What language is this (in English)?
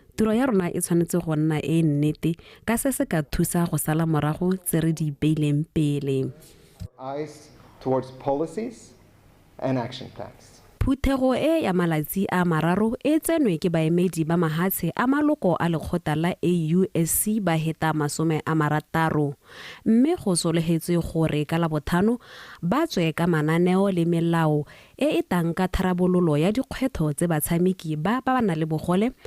Tswana